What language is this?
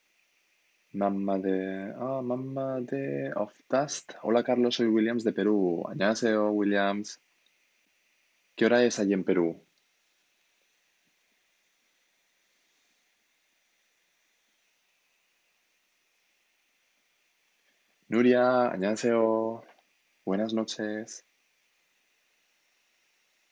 Spanish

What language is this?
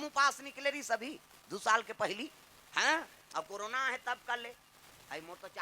Chhattisgarhi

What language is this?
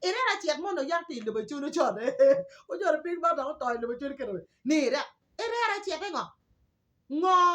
Acoli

